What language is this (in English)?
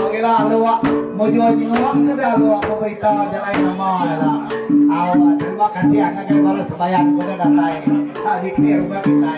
Iban